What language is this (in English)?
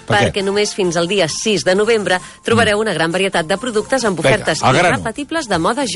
Catalan